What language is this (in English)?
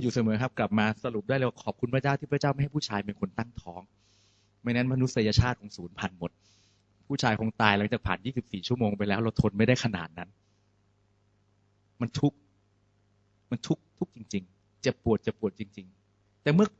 Thai